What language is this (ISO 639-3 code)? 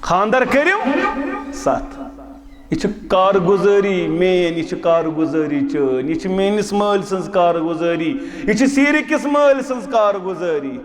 kas